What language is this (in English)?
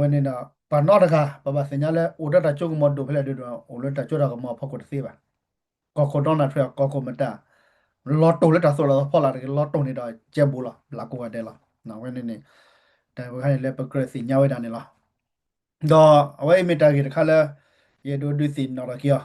S'gaw Karen